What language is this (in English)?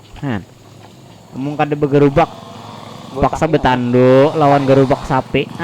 Banjar